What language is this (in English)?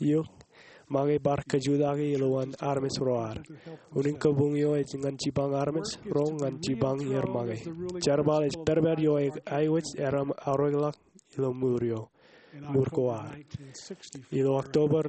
Marshallese